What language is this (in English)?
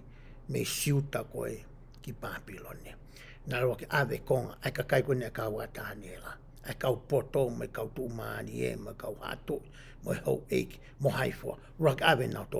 Tongan